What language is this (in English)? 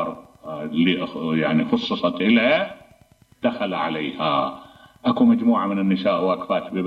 Mesopotamian Arabic